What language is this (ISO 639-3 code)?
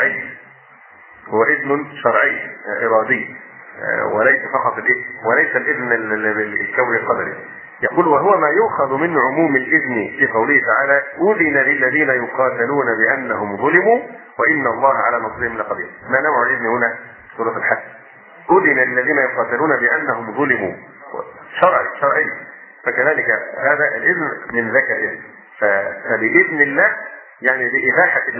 ara